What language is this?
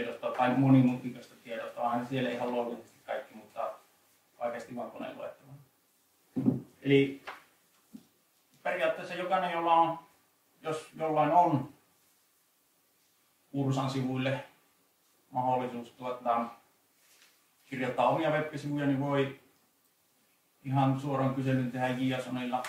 Finnish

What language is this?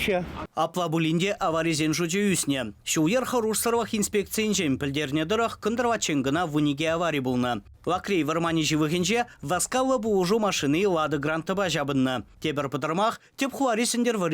Chuvash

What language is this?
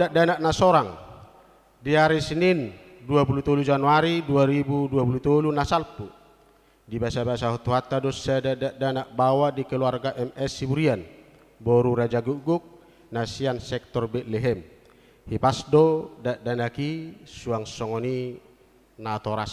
Batak Toba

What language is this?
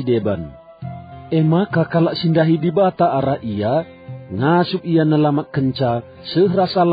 Batak Karo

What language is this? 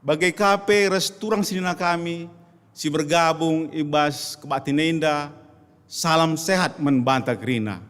Batak Karo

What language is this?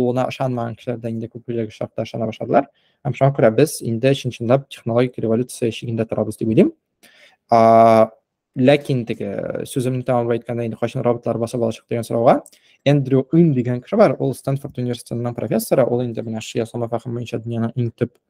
Tatar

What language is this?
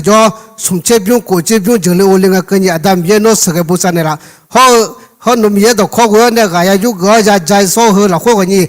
Akha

